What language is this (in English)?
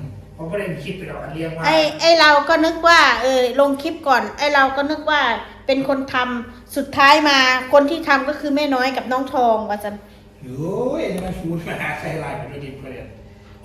Northeastern Thai